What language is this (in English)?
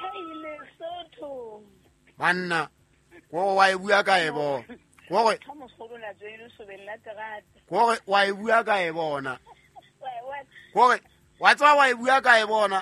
Southern Sotho